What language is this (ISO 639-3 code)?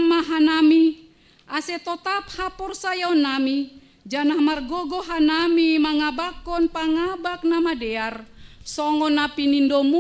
bts